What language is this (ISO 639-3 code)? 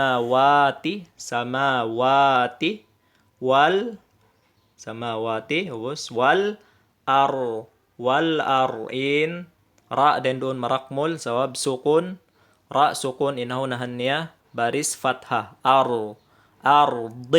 tsg